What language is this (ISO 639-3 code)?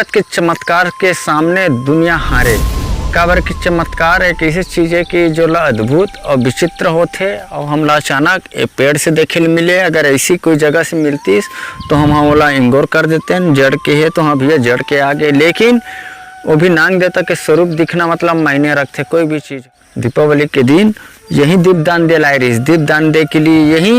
hne